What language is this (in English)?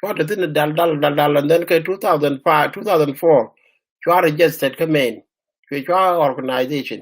Nuer